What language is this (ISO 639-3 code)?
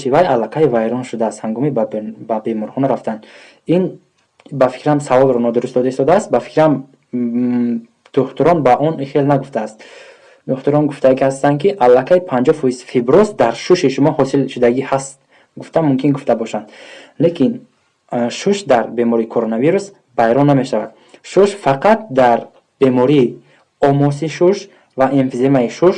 tgk